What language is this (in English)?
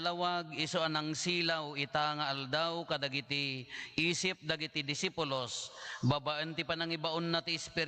Iloko